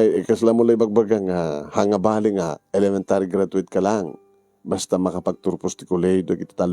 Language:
Iloko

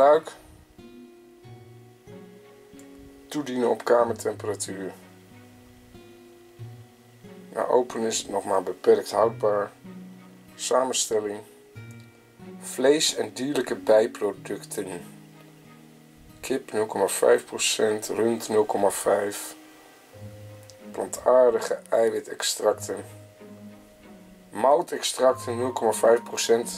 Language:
Dutch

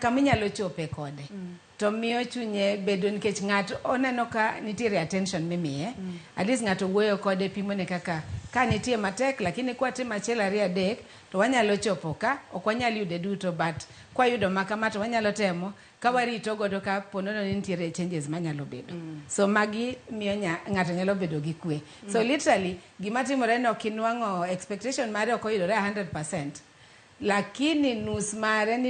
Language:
Luo (Kenya and Tanzania)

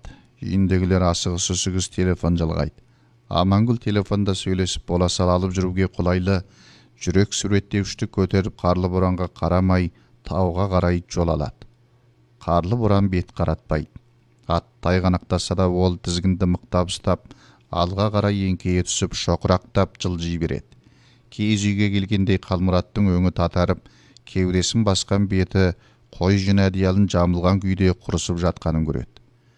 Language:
Kazakh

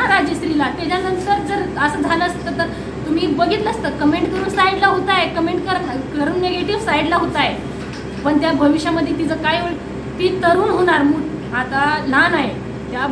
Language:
Marathi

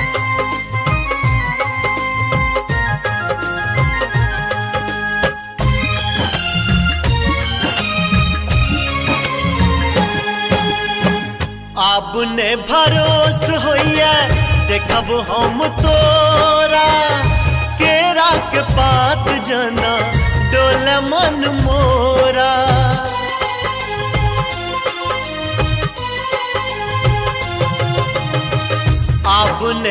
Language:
Bhojpuri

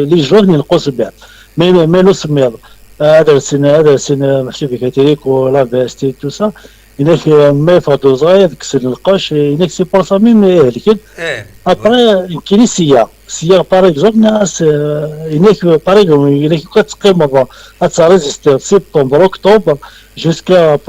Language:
Kabyle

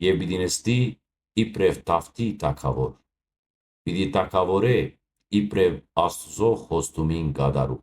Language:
Western Armenian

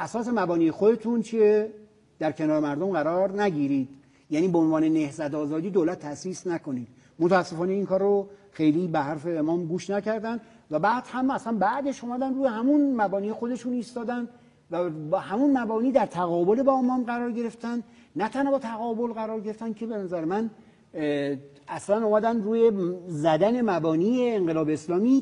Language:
Persian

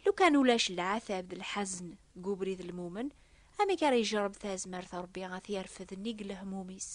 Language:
Kabyle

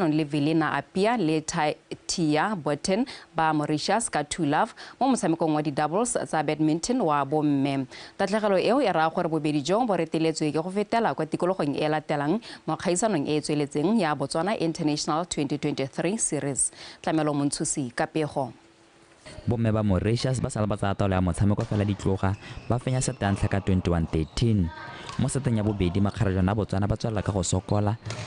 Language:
Tswana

